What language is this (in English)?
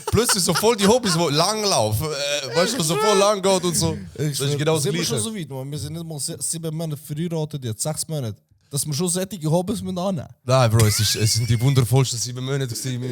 Swiss German